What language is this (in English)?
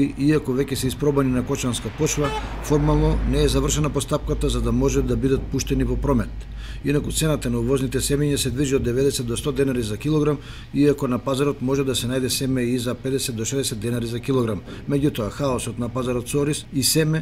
Macedonian